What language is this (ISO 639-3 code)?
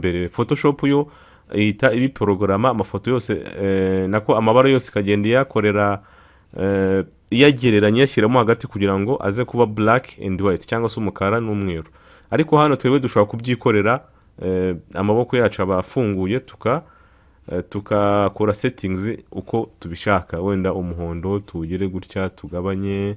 kin